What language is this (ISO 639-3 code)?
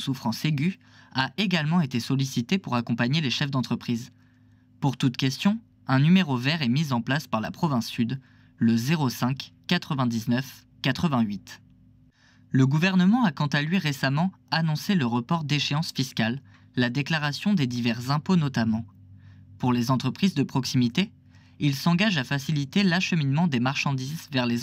fra